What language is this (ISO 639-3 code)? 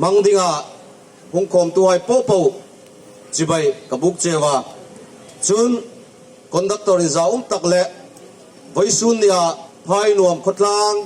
hmr